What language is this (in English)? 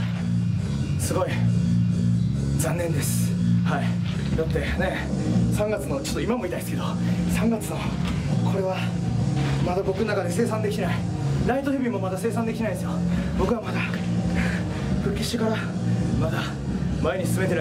Japanese